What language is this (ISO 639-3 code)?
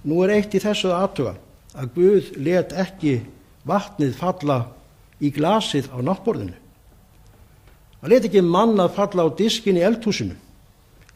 isl